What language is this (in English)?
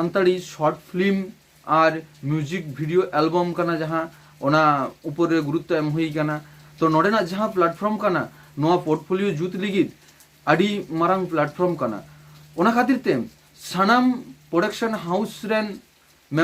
Santali